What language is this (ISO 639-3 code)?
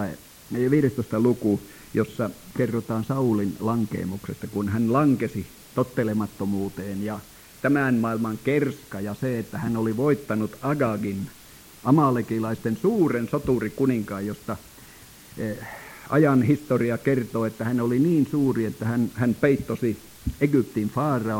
fin